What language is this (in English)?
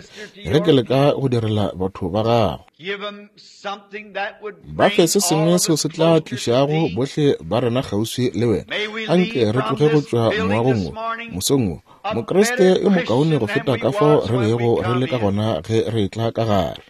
Northern Sotho